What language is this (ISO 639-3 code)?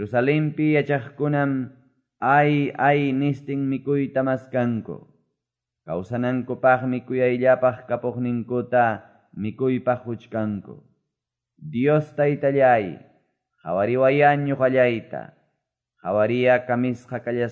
que